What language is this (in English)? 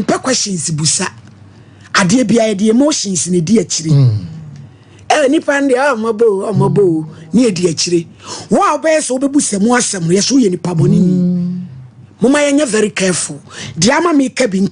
Akan